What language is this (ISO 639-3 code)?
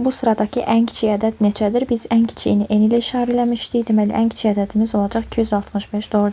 aze